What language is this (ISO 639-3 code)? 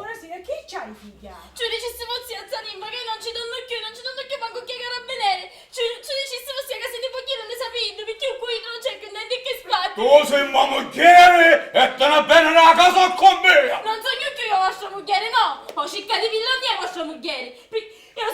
scn